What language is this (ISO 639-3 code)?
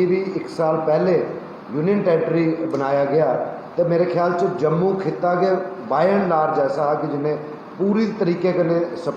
doi